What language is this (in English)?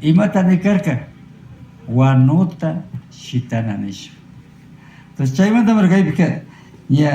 Imbabura Highland Quichua